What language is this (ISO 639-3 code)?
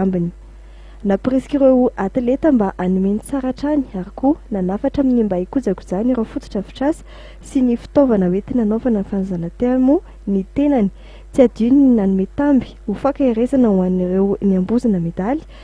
mlg